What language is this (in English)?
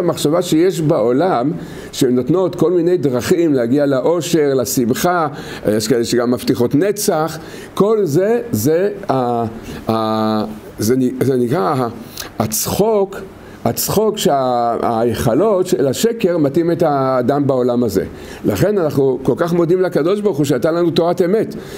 Hebrew